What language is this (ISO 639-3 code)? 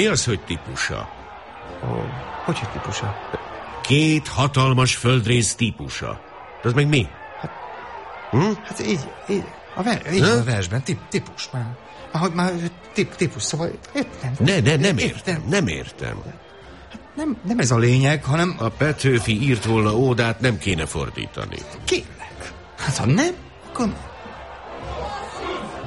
hun